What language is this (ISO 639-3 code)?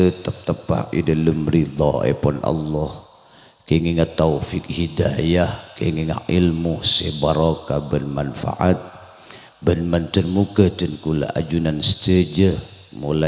mad